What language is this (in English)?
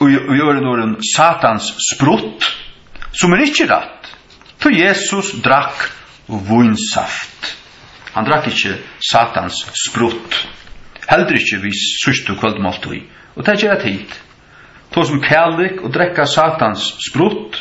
Faroese